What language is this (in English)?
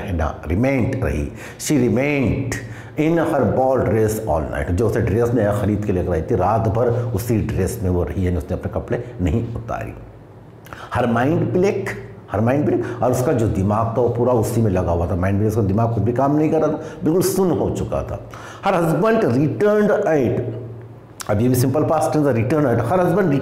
Hindi